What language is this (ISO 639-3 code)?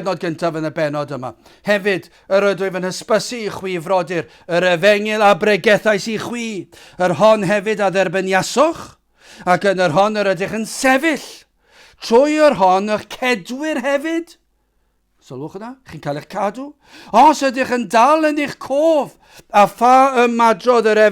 cym